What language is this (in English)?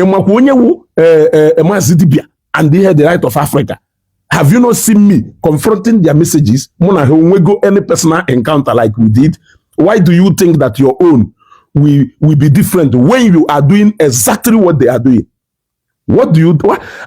Igbo